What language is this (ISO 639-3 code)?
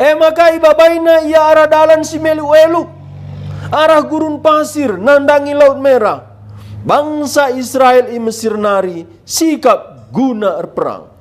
btx